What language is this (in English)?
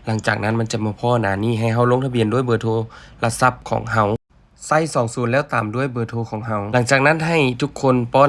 Lao